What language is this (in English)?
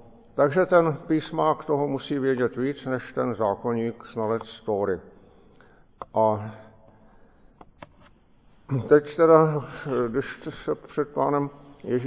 Czech